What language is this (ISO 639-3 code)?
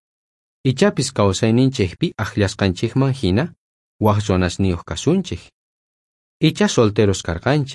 quh